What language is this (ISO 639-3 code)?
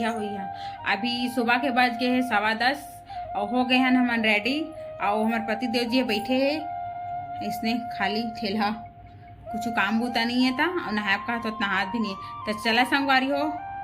hne